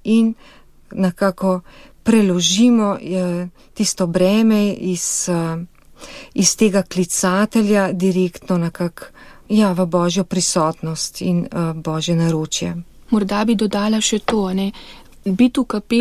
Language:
Slovenian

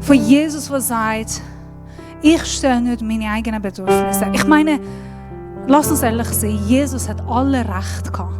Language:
Swiss German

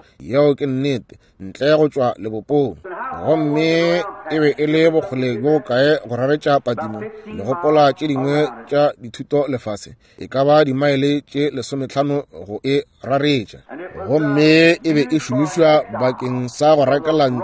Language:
Northern Sotho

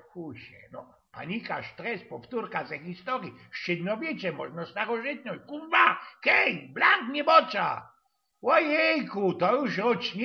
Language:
Silesian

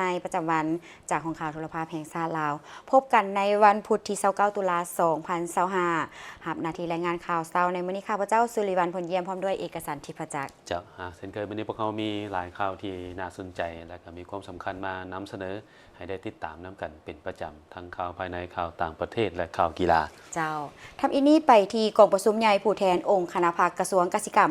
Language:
Lao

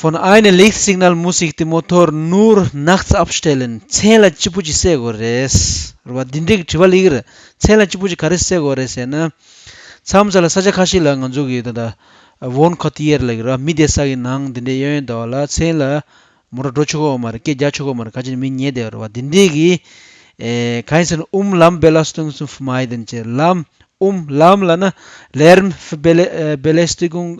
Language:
Tibetan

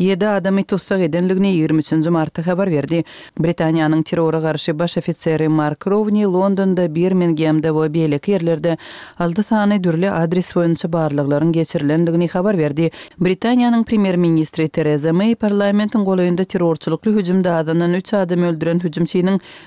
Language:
Turkmen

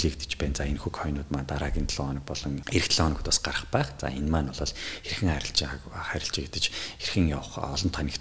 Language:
Mongolian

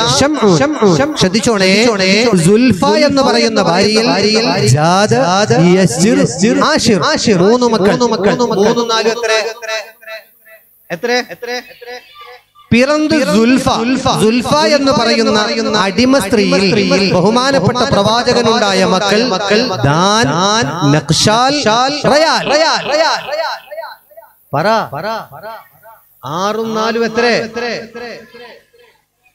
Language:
Malayalam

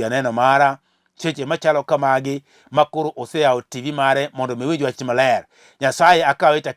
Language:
Luo (Kenya and Tanzania)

